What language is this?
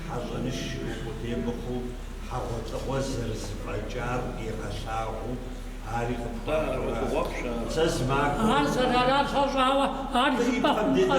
Kabardian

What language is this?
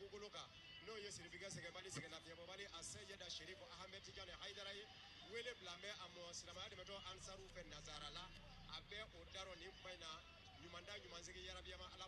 Bambara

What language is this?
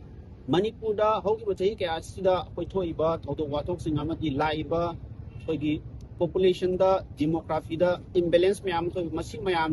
Manipuri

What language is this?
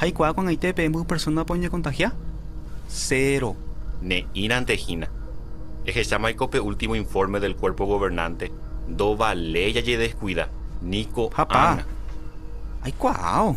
Guarani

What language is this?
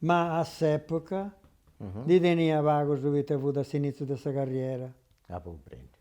Sardinian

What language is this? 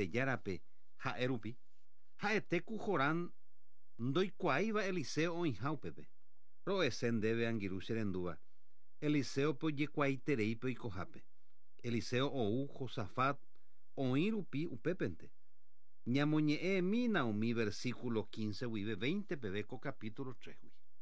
Guarani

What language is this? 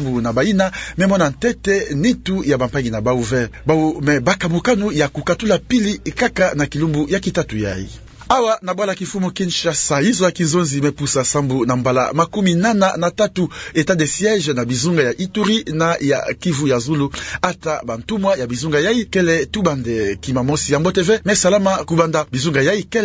Kituba (Democratic Republic of Congo)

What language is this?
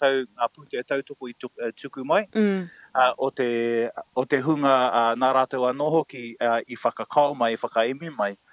Māori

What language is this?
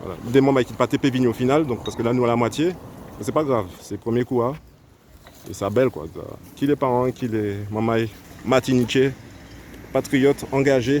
Guadeloupean Creole French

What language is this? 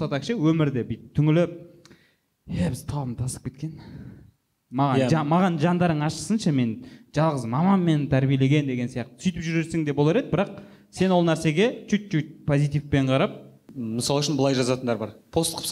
Kazakh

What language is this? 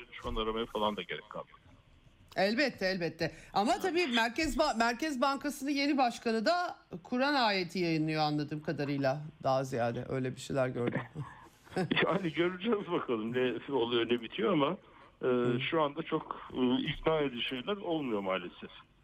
Turkish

